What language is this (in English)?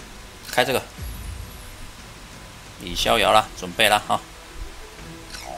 Chinese